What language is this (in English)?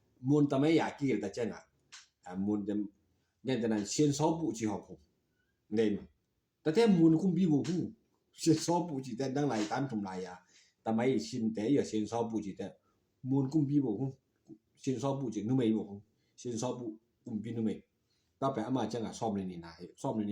Tedim Chin